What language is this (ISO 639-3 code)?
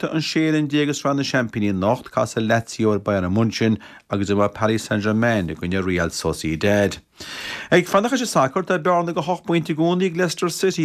gle